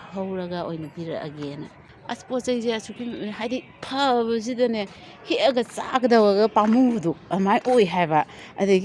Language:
Manipuri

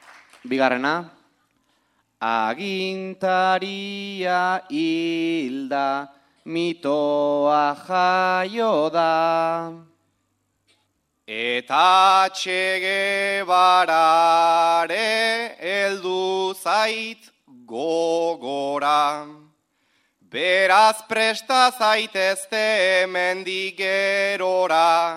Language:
Basque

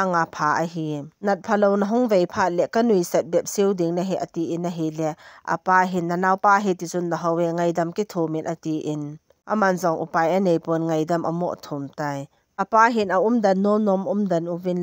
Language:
Thado Chin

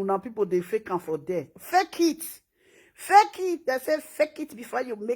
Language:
Nigerian Pidgin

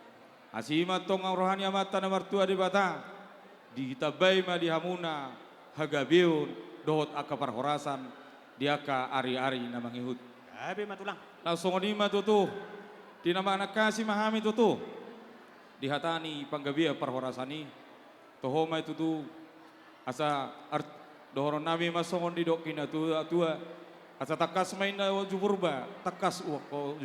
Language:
Batak Toba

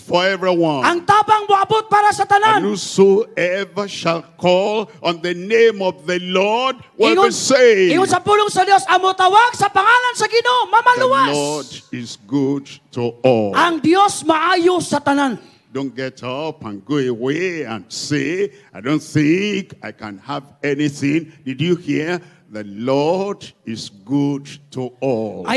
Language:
Cebuano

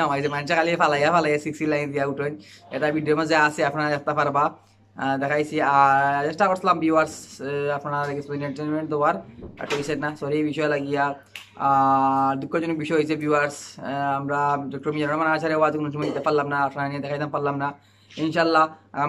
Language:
Sylheti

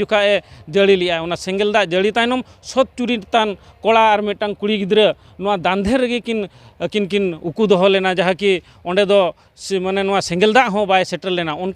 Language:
Santali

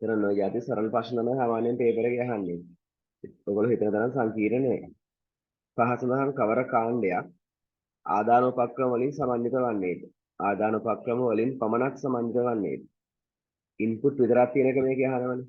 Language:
Sinhala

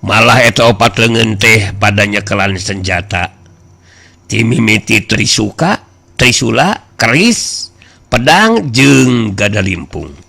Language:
Sundanese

